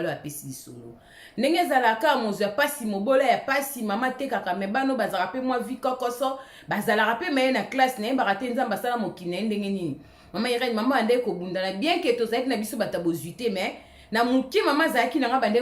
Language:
Lingala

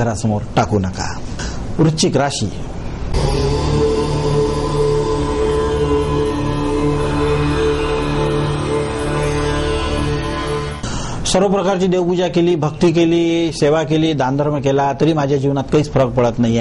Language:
Marathi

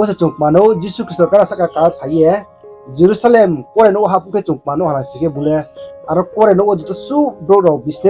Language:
Riang (India)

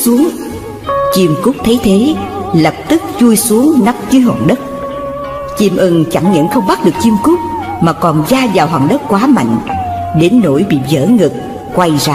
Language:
Vietnamese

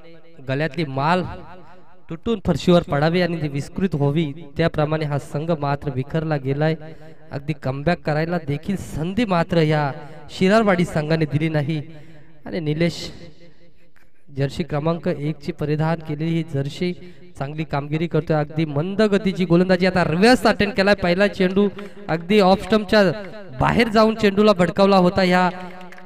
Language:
Marathi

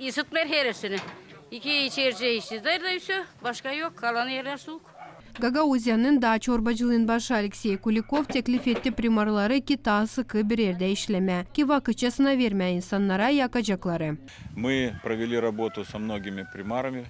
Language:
Gagauz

